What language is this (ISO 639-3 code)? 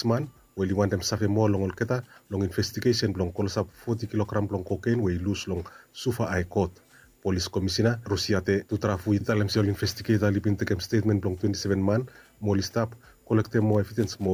bis